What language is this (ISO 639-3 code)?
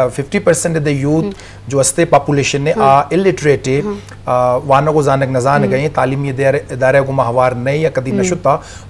bal